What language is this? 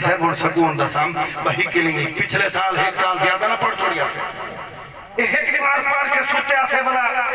Saraiki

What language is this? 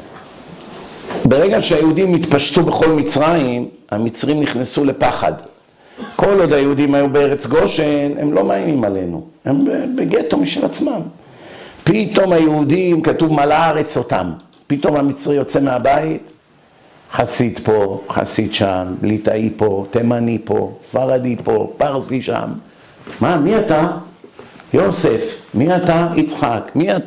Hebrew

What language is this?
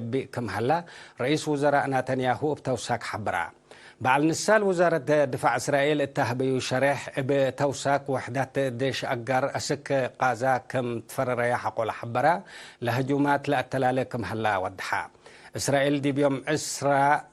Tigre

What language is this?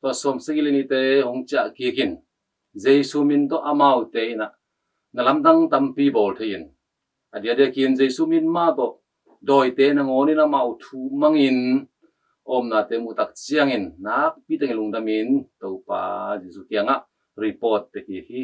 Tedim Chin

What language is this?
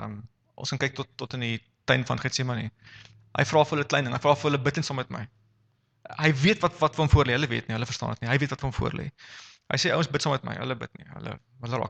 Afrikaans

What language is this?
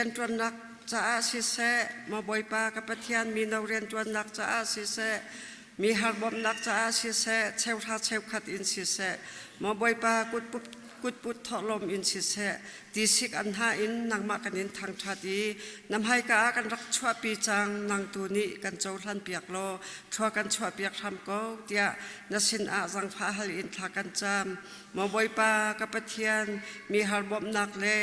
Hakha Chin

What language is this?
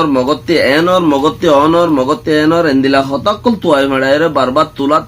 Rohingya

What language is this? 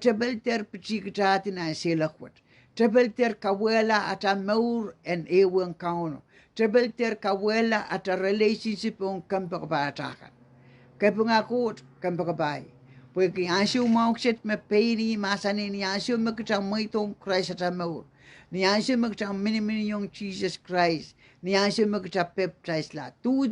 Pohnpeian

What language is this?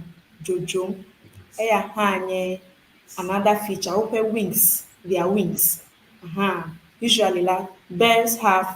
Ewe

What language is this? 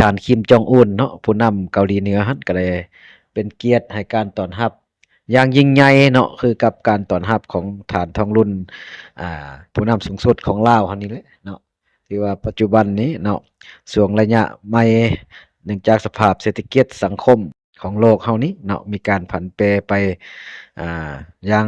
Lao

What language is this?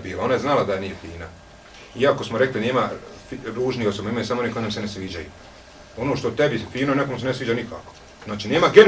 Bosnian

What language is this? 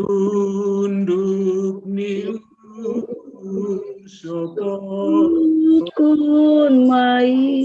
Batak Simalungun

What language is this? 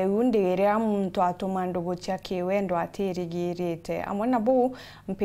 Meru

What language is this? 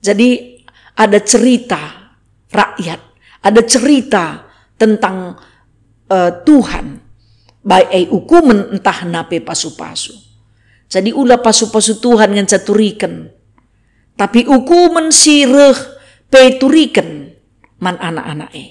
Batak Karo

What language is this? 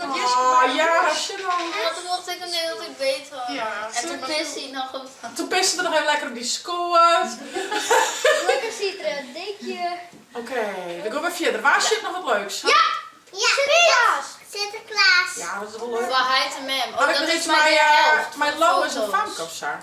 Western Frisian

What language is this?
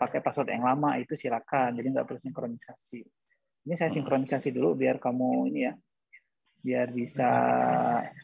Indonesian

